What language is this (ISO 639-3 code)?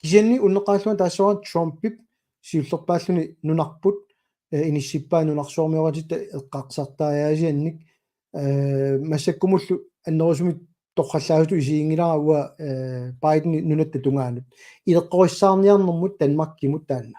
kal